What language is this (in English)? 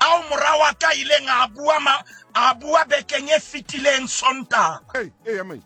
Southern Sotho